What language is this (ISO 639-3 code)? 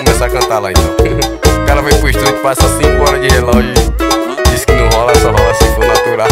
por